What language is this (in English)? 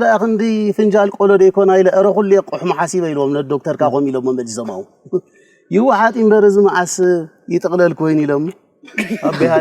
Tigrinya